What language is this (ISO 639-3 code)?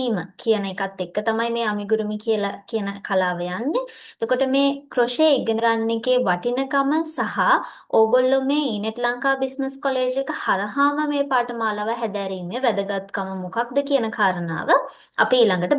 sin